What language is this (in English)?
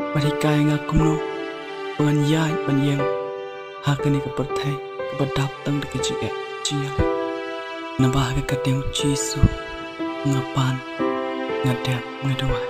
Khasi